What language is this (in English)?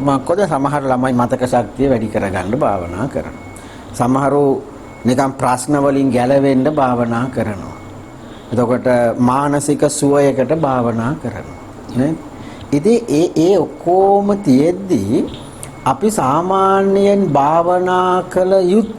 Sinhala